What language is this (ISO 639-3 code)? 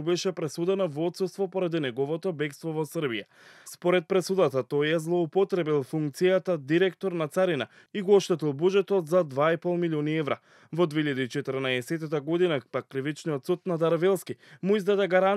mkd